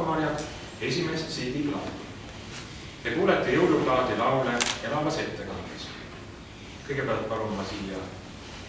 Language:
Estonian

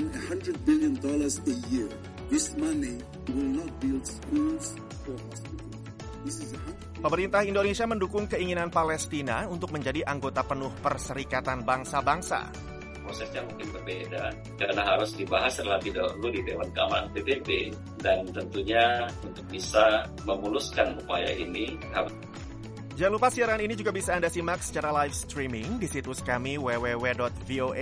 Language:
Indonesian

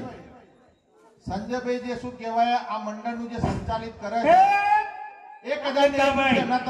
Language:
Gujarati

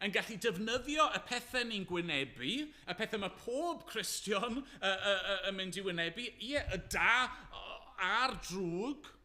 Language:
Welsh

